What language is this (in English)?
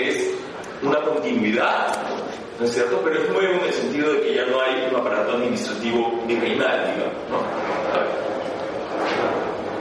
Spanish